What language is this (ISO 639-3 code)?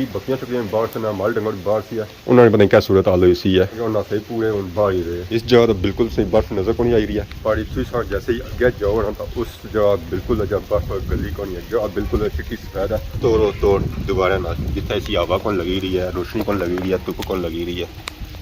phr